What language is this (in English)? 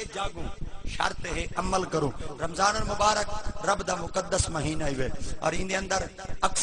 Saraiki